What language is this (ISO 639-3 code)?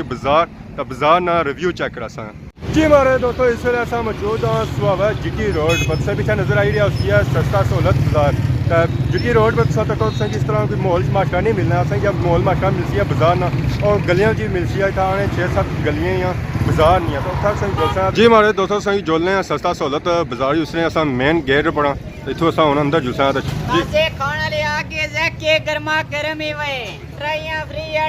phr